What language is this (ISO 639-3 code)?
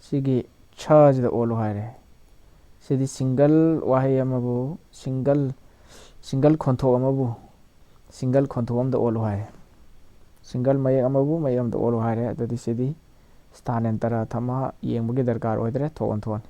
mni